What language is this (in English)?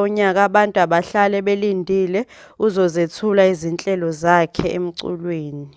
Zulu